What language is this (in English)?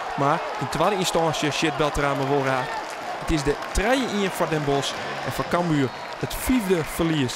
Western Frisian